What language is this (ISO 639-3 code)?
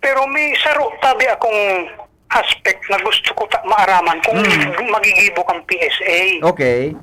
bik